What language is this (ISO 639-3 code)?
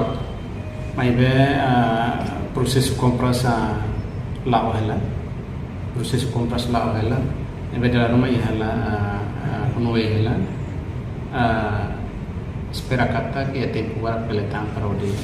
tet